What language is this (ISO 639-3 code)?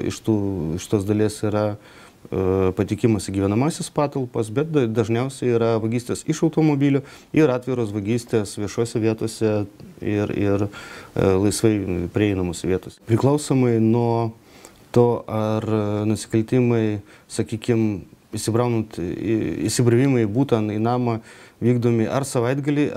lit